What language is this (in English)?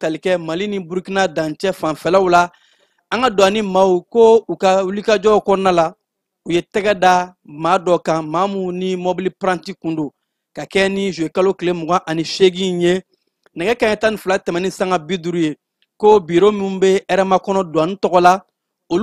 Bambara